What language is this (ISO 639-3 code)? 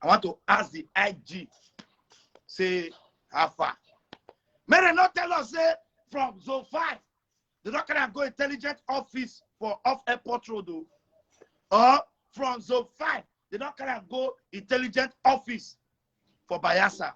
pcm